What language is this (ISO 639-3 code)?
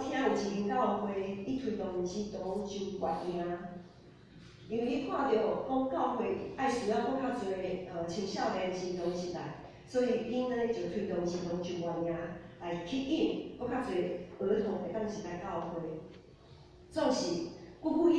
nan